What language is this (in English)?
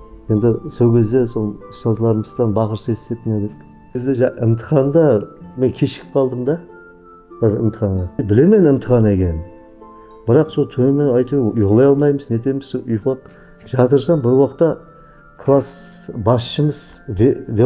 Kara-Kalpak